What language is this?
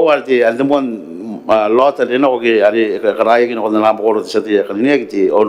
Gilbertese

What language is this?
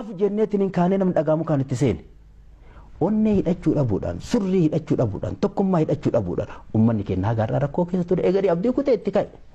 Oromo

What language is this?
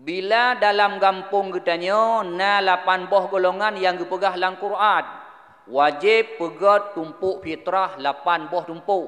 Achinese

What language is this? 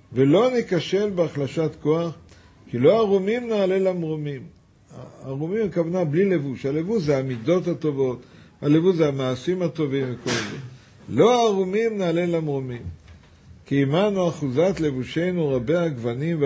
Hebrew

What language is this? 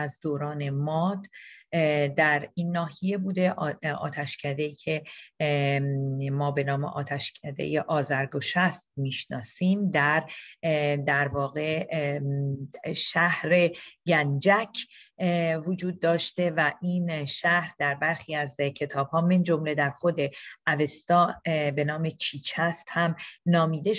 Persian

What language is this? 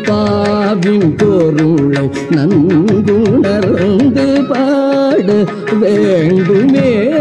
Tamil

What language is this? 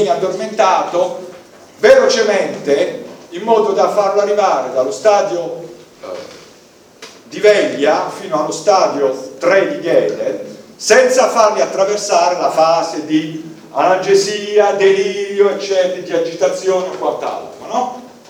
Italian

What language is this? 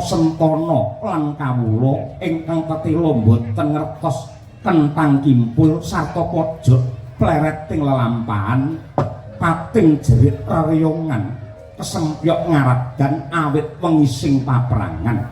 Javanese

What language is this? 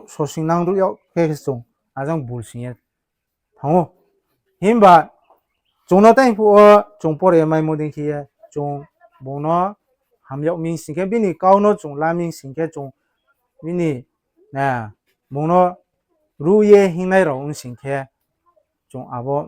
Riang (India)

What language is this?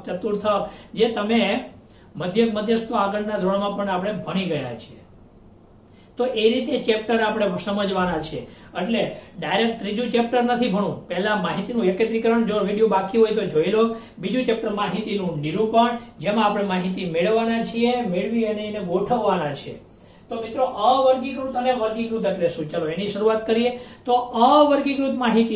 Gujarati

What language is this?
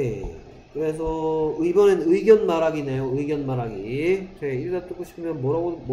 Korean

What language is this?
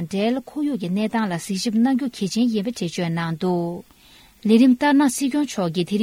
Tibetan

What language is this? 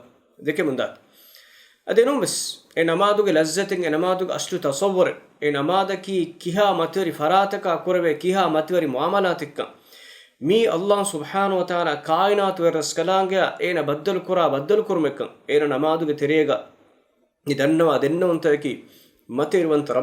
Divehi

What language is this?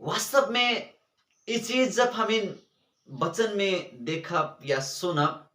Sadri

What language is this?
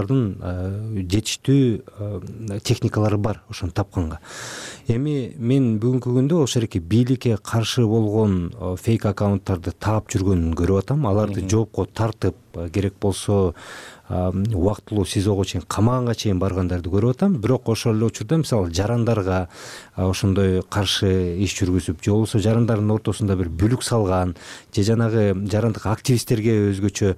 Kyrgyz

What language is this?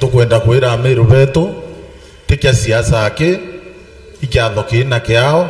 Meru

